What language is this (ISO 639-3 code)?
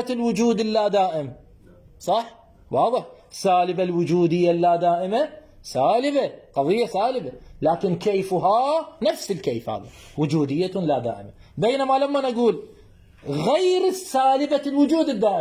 acm